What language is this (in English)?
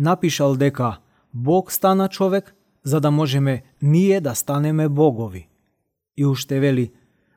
Macedonian